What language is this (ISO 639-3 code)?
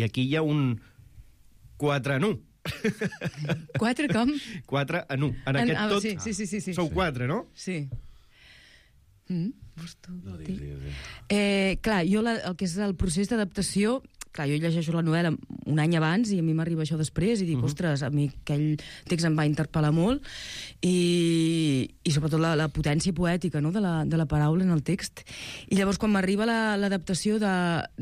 cat